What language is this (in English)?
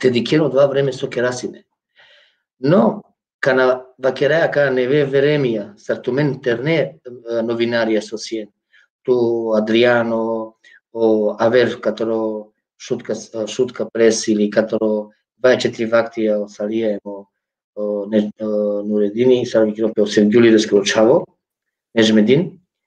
Balkan Romani